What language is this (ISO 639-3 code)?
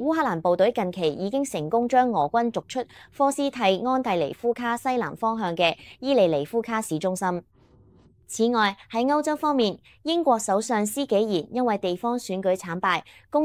yue